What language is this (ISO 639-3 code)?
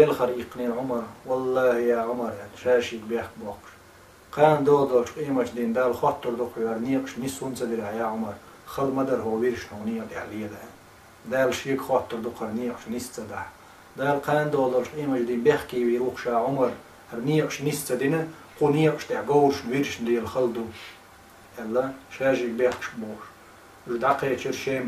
che